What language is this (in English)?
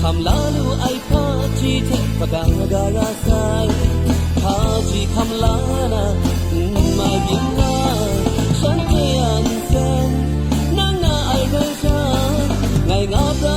Kachin